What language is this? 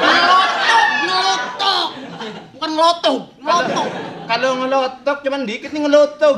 Betawi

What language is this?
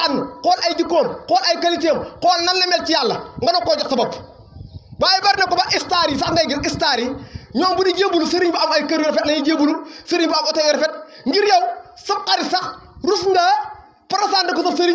Wolof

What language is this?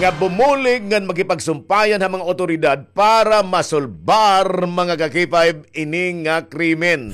Waray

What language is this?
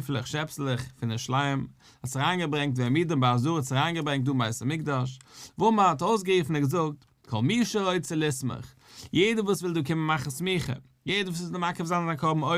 Yiddish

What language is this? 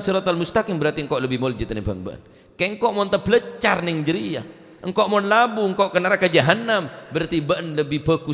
Madurese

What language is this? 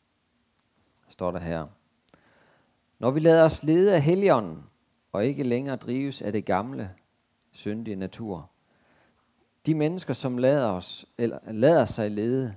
Danish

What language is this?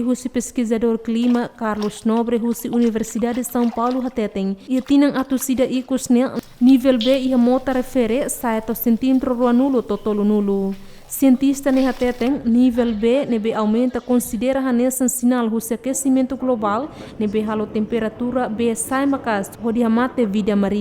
Tetum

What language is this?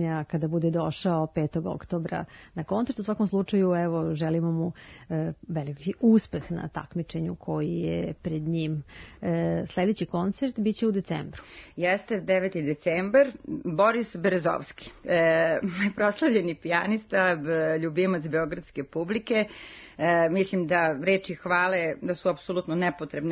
Serbian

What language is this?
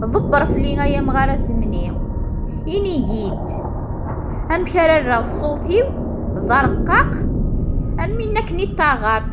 Kabyle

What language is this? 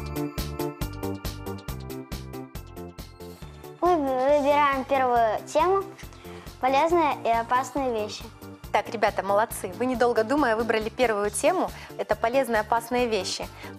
Russian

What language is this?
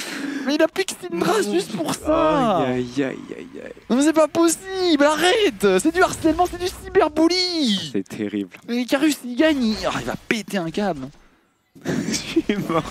French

